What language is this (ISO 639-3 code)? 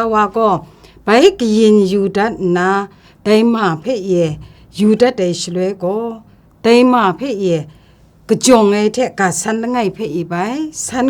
kac